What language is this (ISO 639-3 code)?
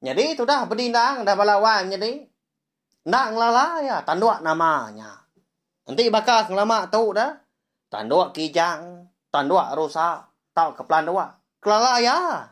iba